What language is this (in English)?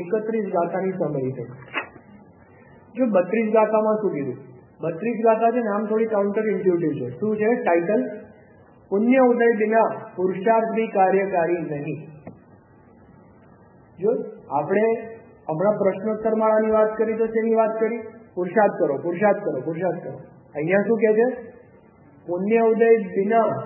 Gujarati